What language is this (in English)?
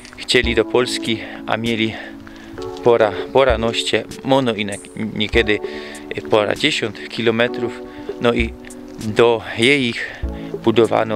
Silesian